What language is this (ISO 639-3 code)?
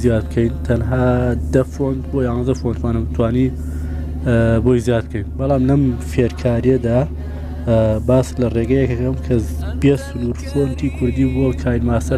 ckb